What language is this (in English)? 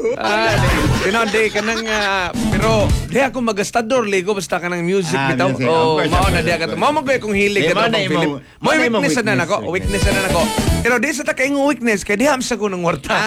Cebuano